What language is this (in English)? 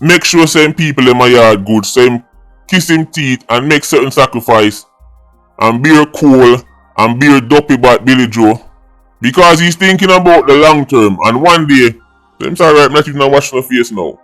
Jamaican Creole English